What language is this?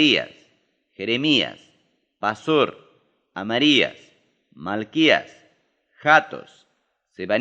Ayacucho Quechua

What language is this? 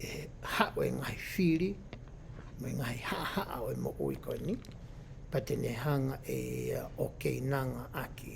Tongan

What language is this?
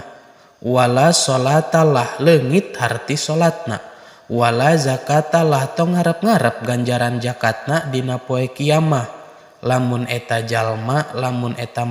Sundanese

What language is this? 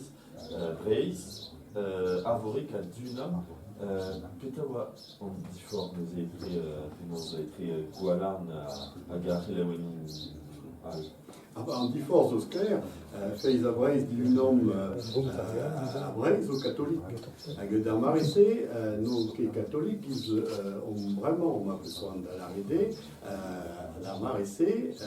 Breton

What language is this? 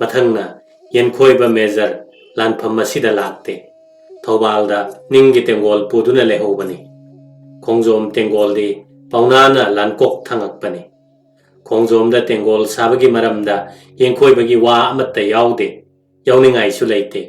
Manipuri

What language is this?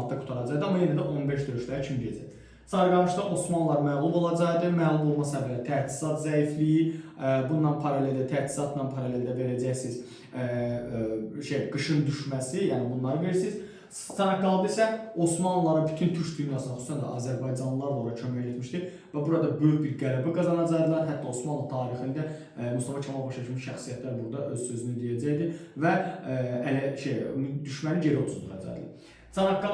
Azerbaijani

